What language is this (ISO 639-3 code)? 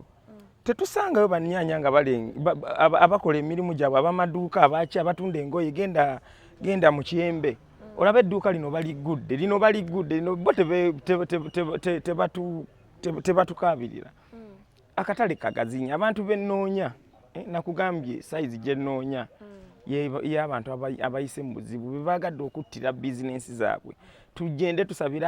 lug